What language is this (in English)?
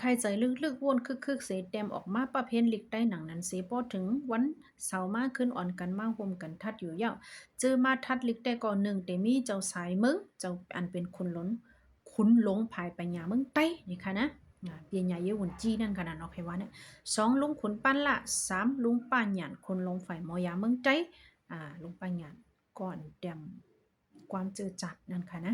Shan